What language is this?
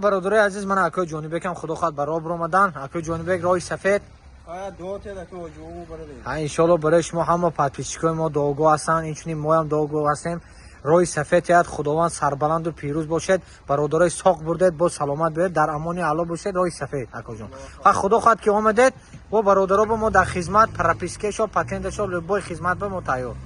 Tajik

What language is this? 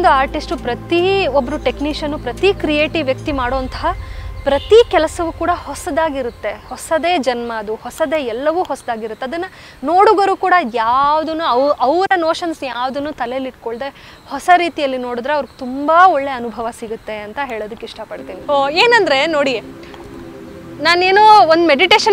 Kannada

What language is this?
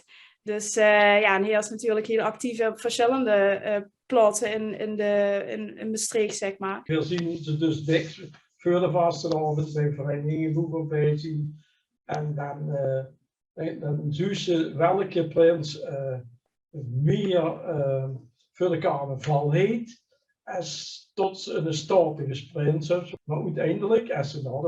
Limburgish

